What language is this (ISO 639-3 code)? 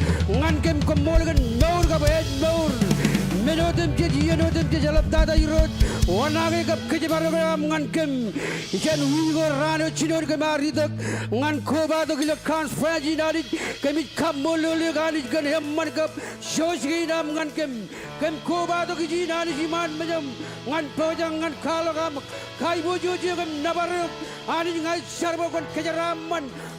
mah